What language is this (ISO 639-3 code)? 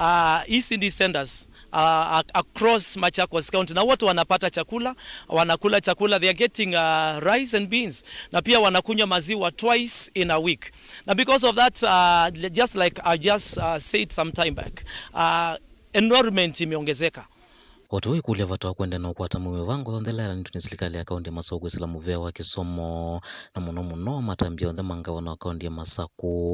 kam